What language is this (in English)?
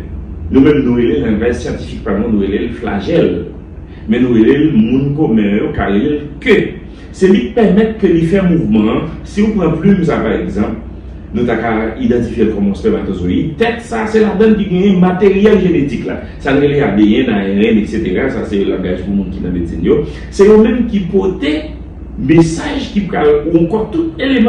Haitian Creole